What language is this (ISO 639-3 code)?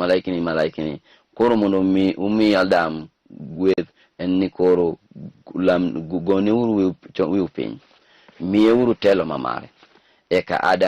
luo